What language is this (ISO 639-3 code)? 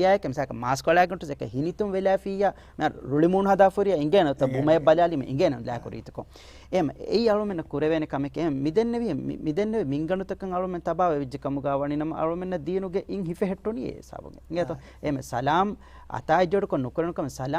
div